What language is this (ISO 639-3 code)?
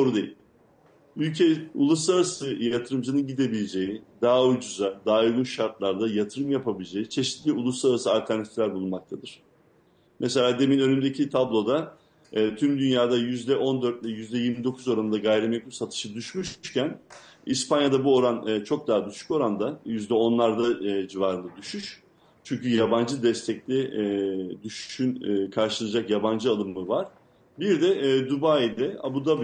tur